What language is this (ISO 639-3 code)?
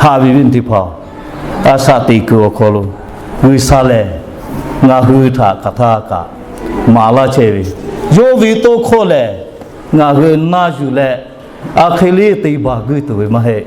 lhu